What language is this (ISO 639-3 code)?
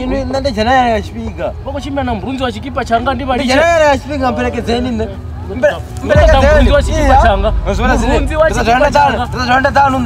ven